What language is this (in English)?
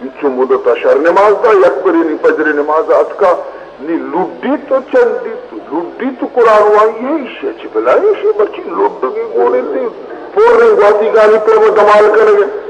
Baluchi